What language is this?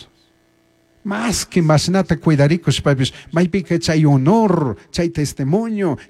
Chimborazo Highland Quichua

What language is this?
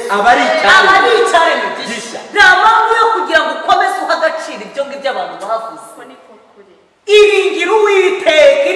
Kinyarwanda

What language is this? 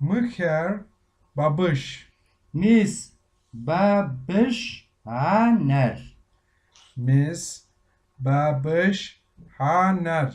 Kabardian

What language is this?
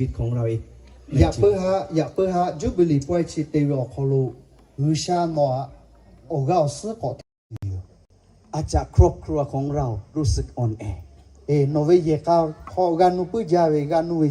Lahu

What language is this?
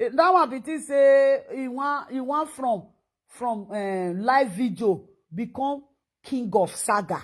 Nigerian Pidgin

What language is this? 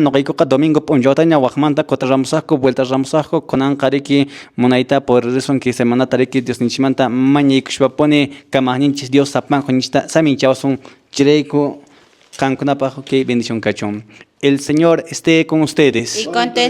Quechua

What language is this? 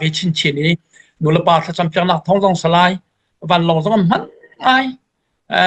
Falam Chin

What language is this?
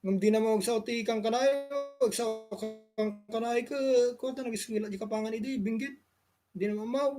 Iloko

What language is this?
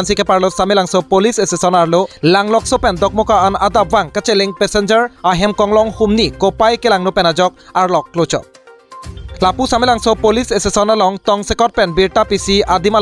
Karbi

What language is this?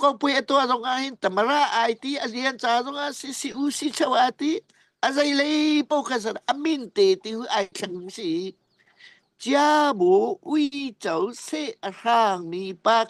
Hakha Chin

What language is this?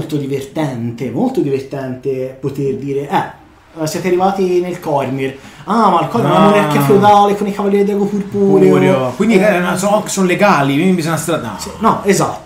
Italian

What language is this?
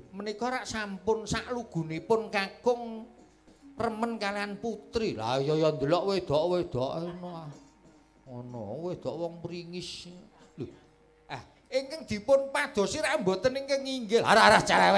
Javanese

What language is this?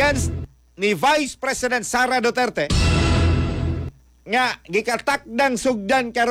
Cebuano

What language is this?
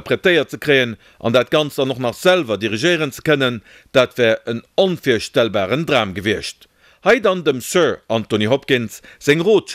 Luxembourgish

